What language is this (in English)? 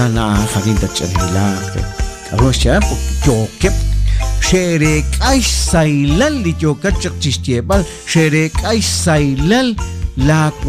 Kekchí